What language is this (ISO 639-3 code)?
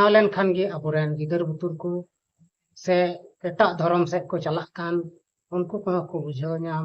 sat